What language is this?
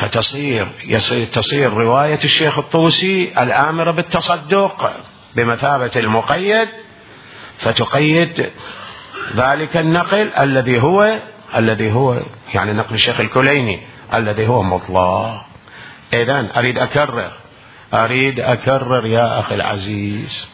Mesopotamian Arabic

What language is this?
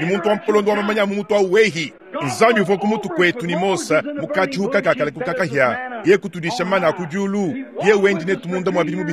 Luba-Lulua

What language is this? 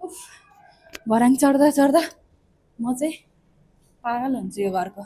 Nepali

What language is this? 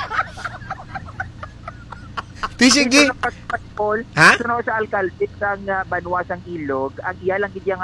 Hiligaynon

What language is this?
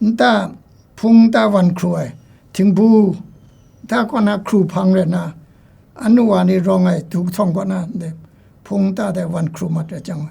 Kachin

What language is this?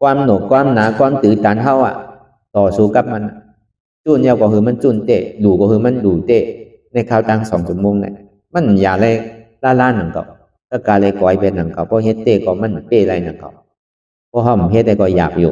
Shan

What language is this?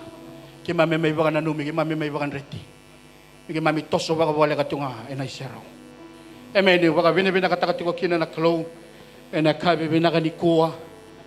Fijian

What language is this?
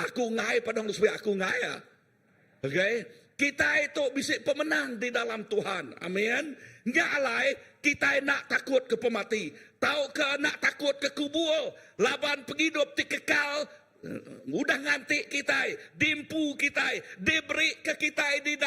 Iban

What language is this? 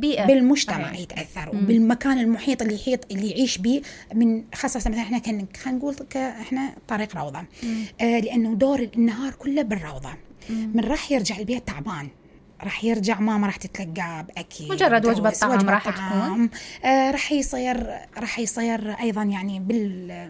Mesopotamian Arabic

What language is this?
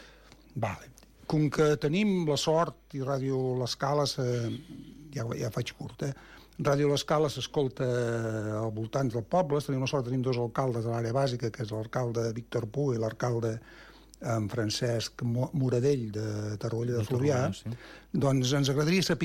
Catalan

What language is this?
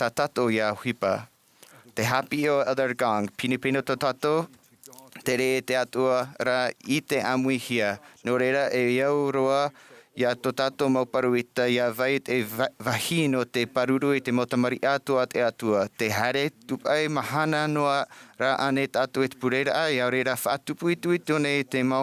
Tahitian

